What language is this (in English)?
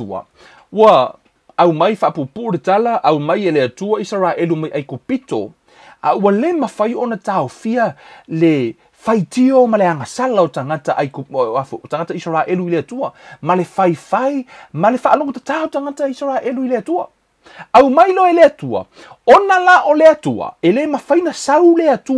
Samoan